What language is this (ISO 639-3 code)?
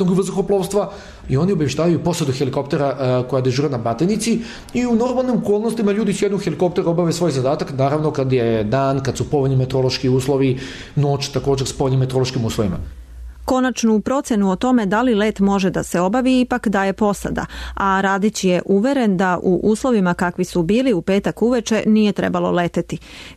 srp